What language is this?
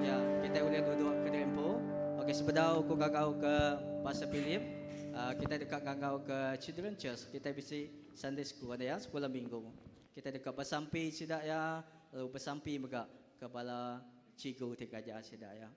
Iban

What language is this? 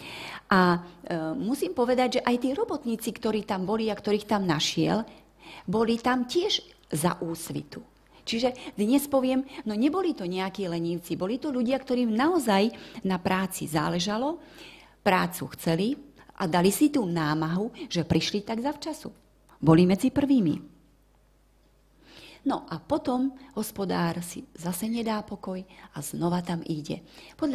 Slovak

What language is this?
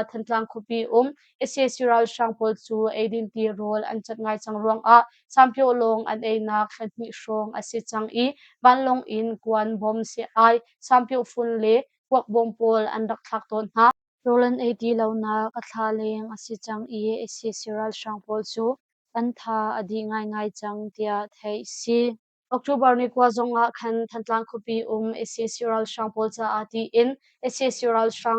Hakha Chin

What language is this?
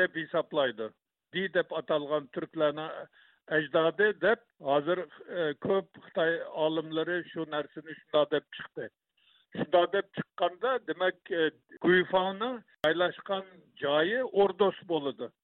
Uyghur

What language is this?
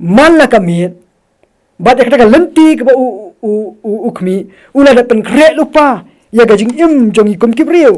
Khasi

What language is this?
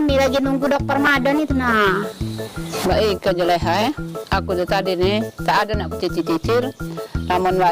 Musi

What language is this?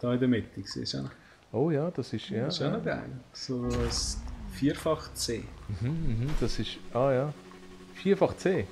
Swiss German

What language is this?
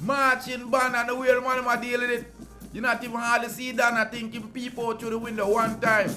Jamaican Creole English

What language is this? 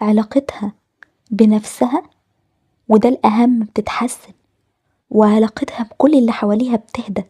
Egyptian Arabic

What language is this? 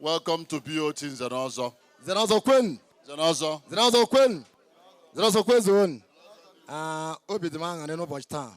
Igbo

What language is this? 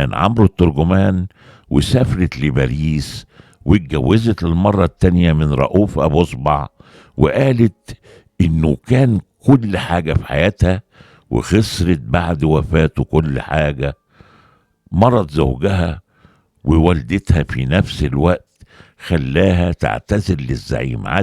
Egyptian Arabic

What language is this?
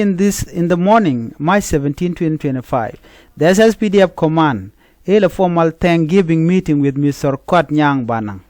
Nuer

